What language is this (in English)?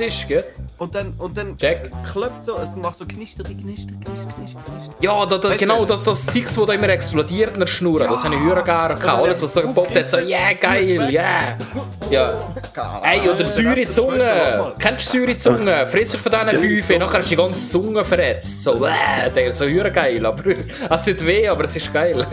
Swiss German